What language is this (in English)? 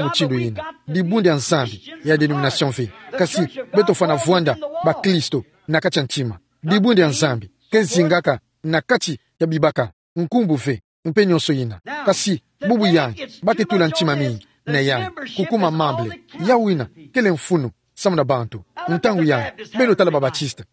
Kituba (Democratic Republic of Congo)